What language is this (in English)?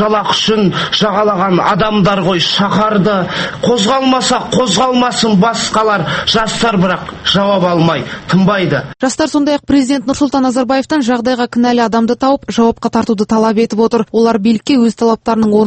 Kazakh